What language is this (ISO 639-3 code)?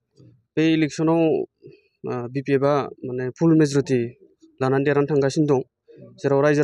brx